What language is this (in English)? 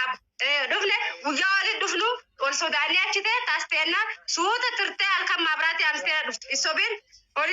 Oromo